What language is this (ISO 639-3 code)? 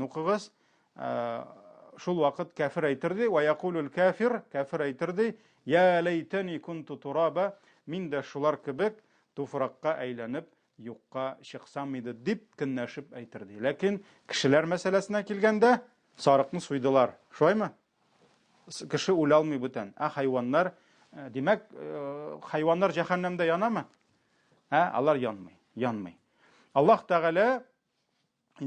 tat